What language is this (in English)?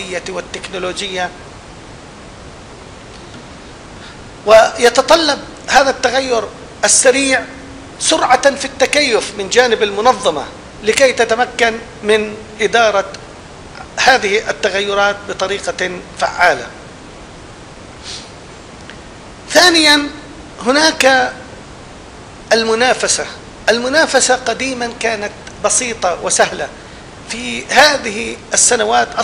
Arabic